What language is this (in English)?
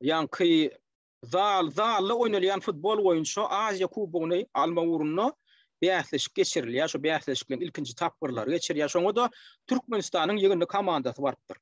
Turkmen